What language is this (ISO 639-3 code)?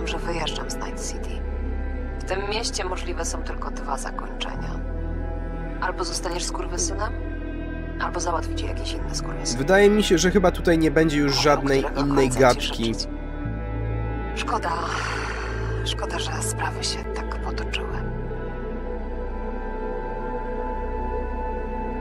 pol